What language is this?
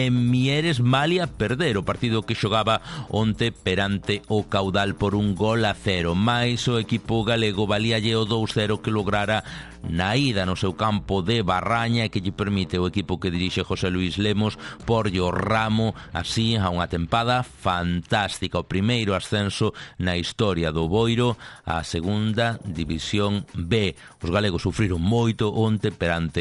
Galician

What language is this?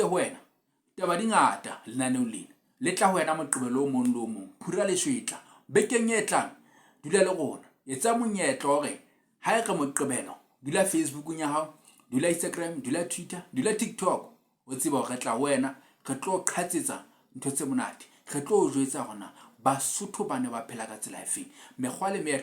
Southern Sotho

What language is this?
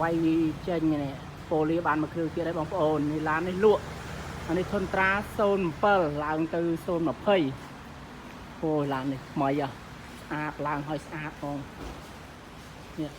Khmer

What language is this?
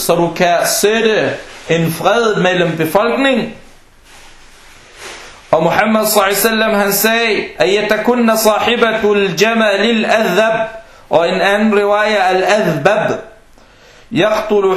Danish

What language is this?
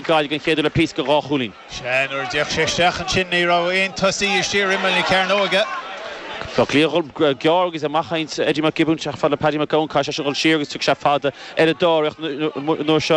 Irish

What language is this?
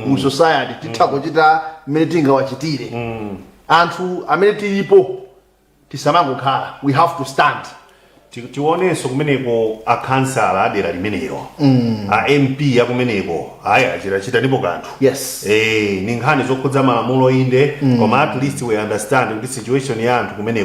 Nyanja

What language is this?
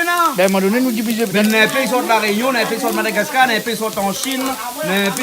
Réunion Creole French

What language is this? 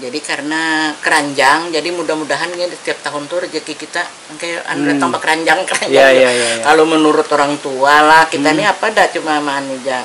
Banjar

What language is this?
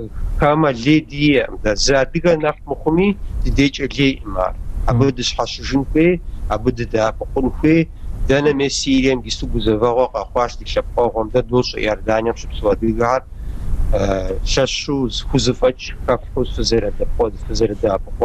Kabardian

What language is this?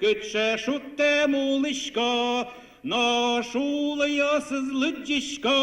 Udmurt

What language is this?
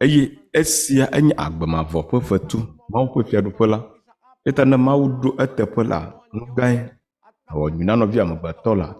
Ewe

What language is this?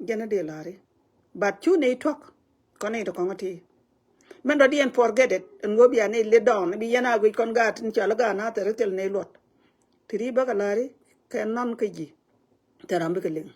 Nuer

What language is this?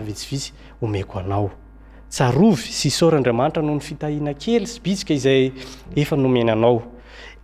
Malagasy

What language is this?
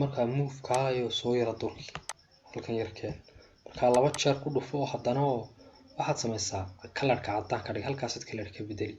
Somali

